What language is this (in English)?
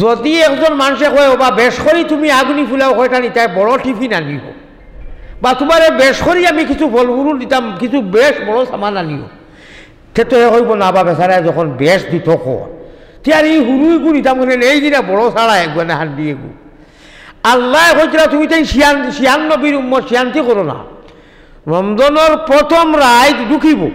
Sylheti